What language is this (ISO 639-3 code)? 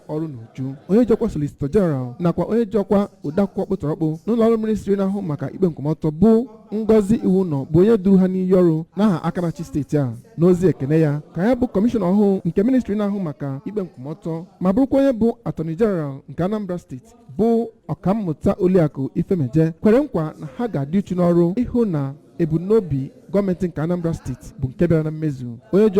ibo